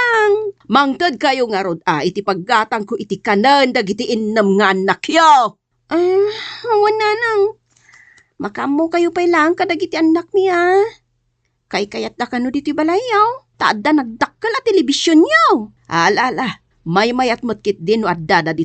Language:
Iloko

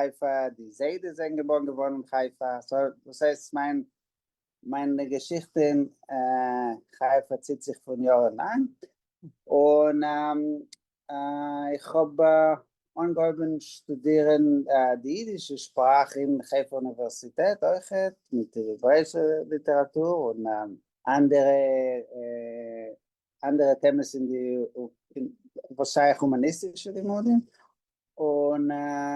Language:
Yiddish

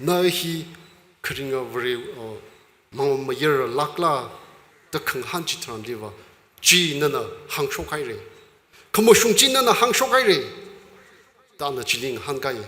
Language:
Tangkhul Naga (India)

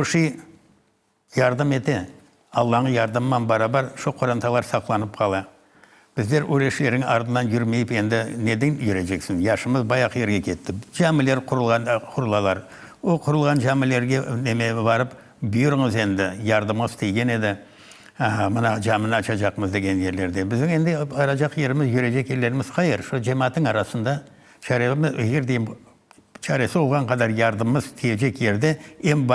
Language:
Crimean Tatar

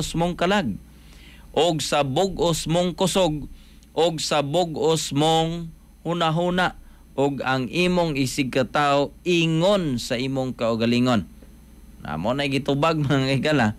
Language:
Cebuano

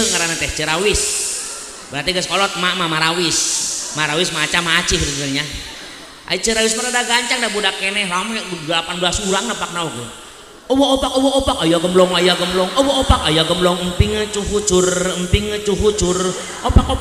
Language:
Sundanese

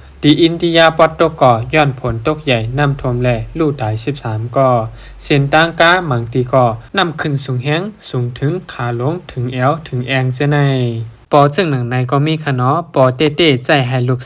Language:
Shan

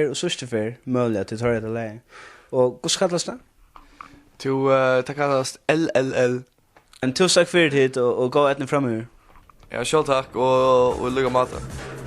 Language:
Faroese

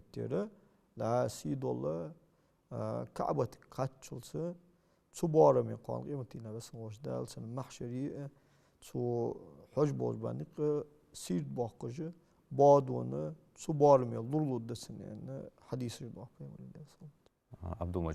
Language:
Ingush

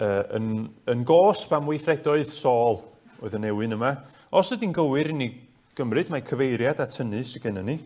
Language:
Welsh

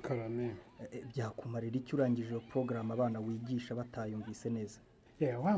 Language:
Kinyarwanda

